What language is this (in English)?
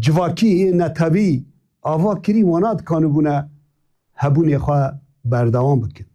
Kurdish